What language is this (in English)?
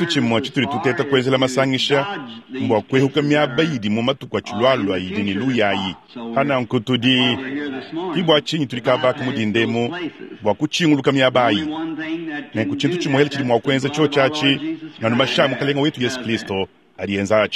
Luba-Lulua